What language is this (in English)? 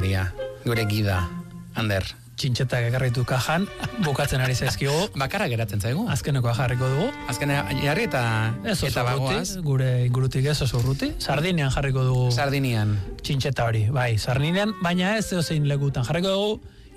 Basque